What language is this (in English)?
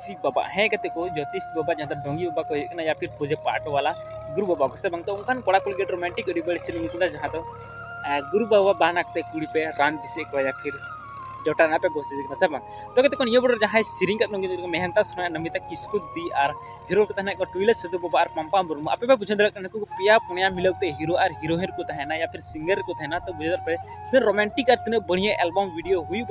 Santali